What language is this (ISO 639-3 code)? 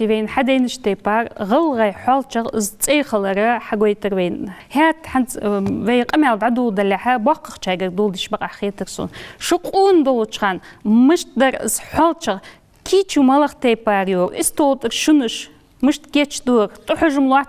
inh